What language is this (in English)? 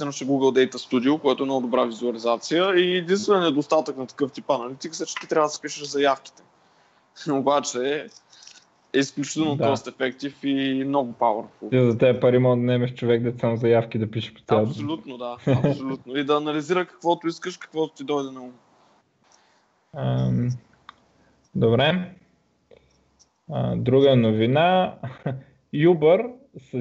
Bulgarian